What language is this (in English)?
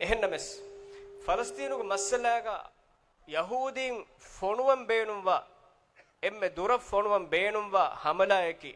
Divehi